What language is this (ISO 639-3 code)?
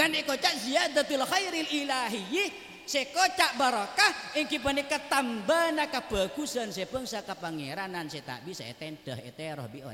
mad